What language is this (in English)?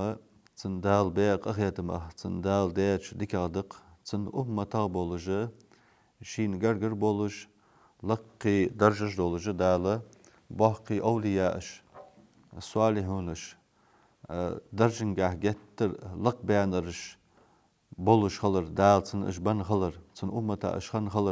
Ingush